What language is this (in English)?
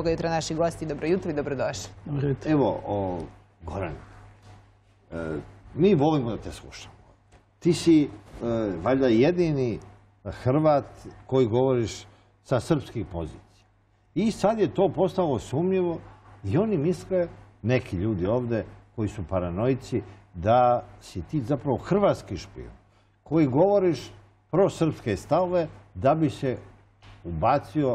Serbian